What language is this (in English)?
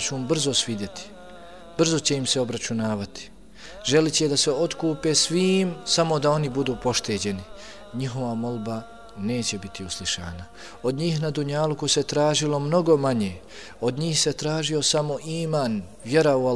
Bosnian